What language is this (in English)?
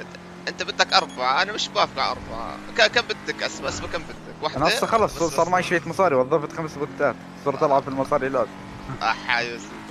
North Levantine Arabic